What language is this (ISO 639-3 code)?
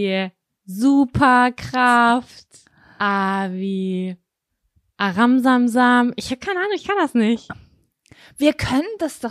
deu